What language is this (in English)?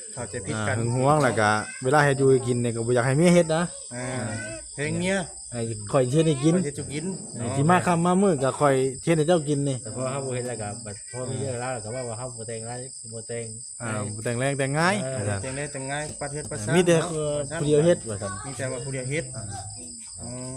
Northeastern Thai